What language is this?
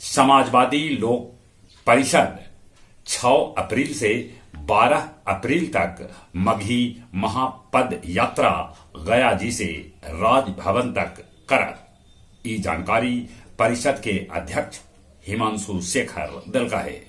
Magahi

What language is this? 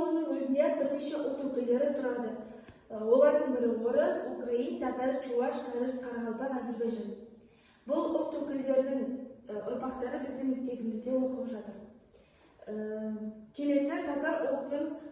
Kazakh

